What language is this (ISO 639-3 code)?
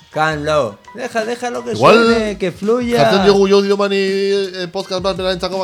eus